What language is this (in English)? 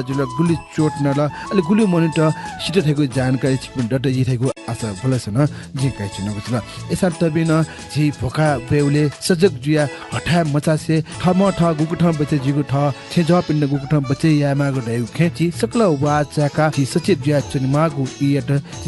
Newari